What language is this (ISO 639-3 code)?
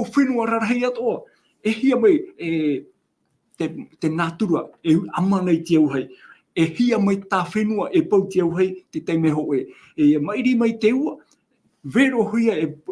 tah